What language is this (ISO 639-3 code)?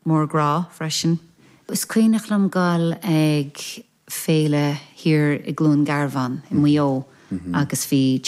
gle